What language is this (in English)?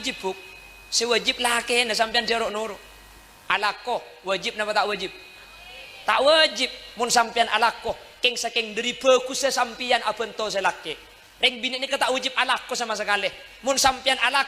Madurese